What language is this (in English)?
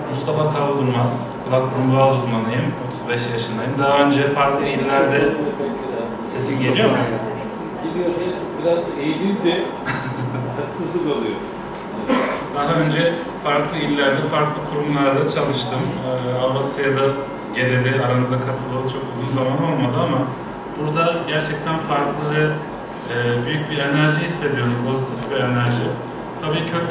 Turkish